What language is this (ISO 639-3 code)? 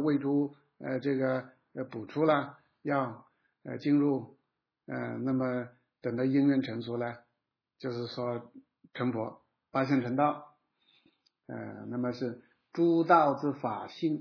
zho